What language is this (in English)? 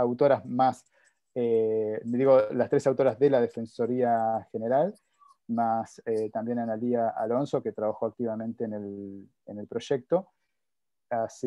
Spanish